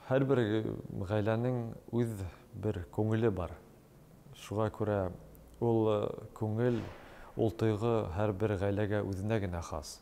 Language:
Bashkir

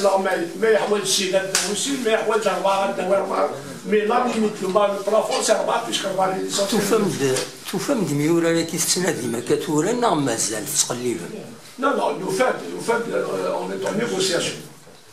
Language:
Kabyle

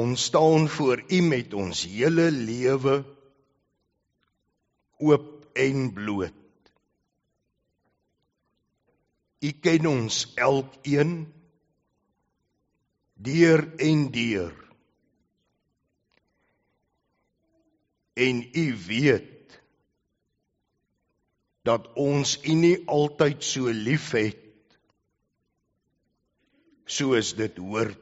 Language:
Afrikaans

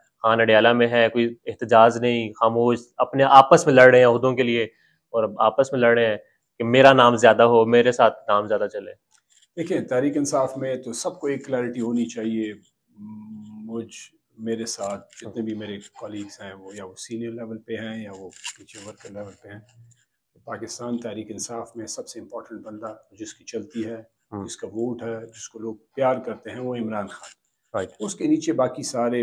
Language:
Urdu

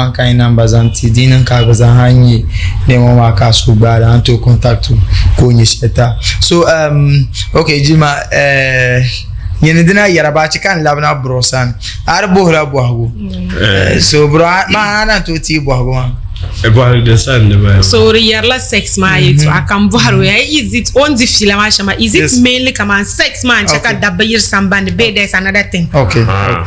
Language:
Dagbani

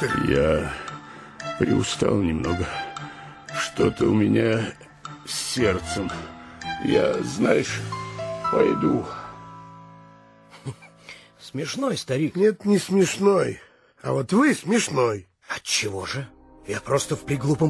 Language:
Russian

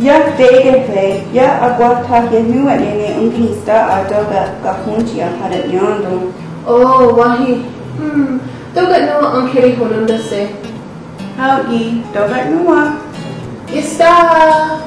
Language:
Mohawk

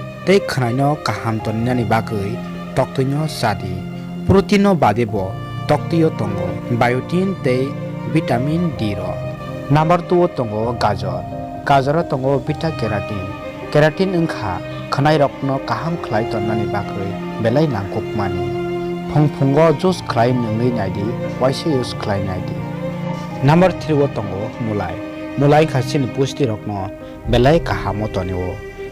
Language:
Kok Borok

